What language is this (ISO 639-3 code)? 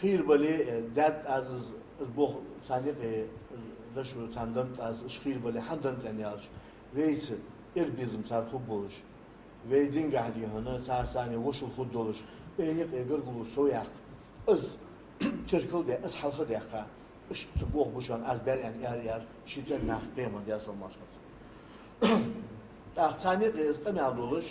inh